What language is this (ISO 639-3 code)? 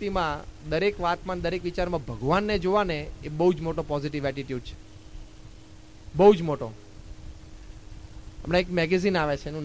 guj